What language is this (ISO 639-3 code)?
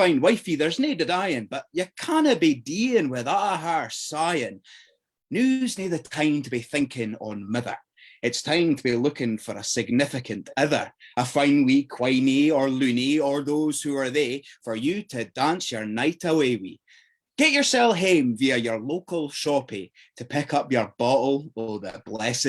sco